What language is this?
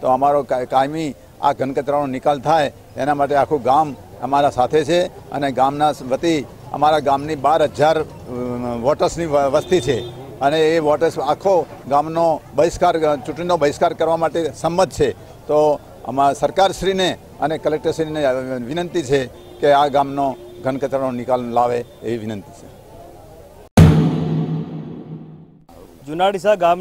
Gujarati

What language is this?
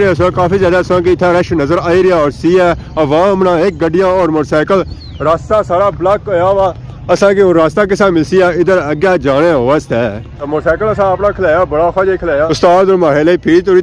Pahari-Potwari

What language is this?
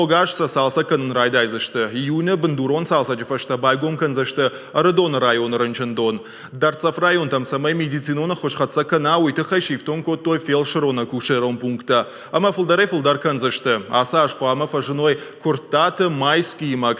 Ossetic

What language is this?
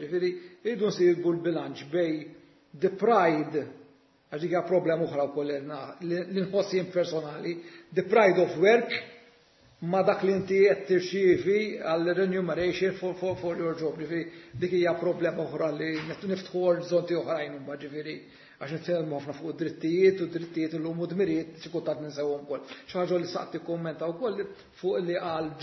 Maltese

